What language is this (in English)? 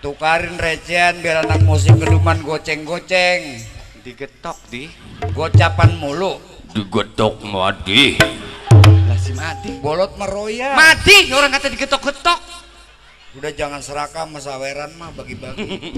Betawi